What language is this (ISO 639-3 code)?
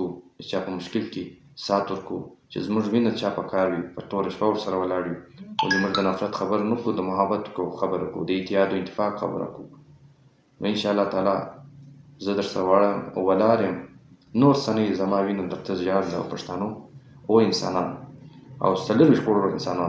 pus